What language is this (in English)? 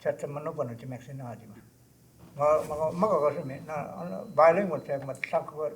Choctaw